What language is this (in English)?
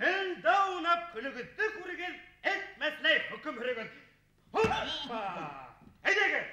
Bashkir